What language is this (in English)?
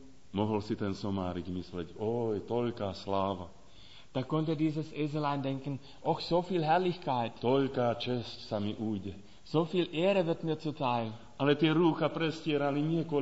Slovak